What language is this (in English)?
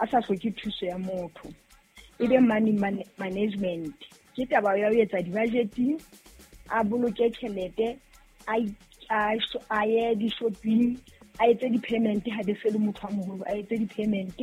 Southern Sotho